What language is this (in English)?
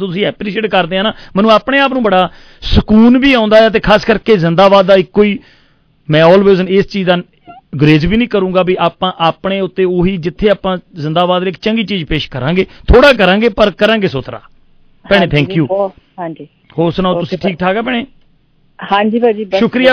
Punjabi